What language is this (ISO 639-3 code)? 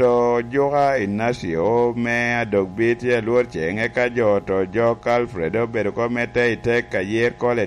laj